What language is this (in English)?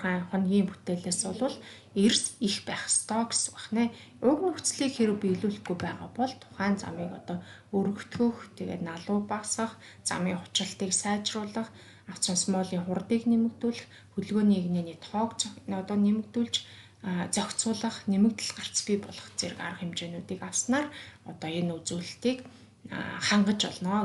Mongolian